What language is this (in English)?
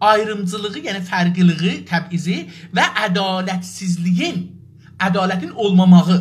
South Azerbaijani